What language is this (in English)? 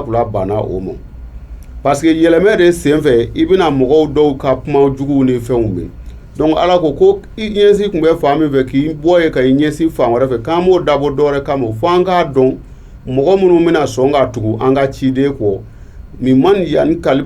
Bambara